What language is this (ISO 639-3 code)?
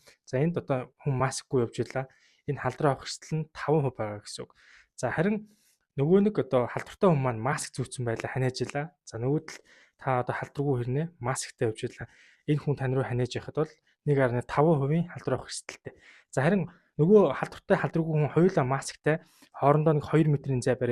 mon